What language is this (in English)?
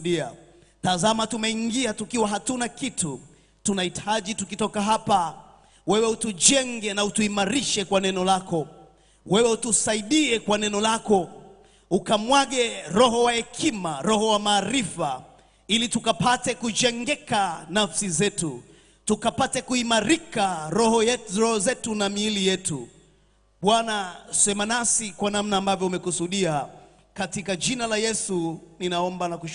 Swahili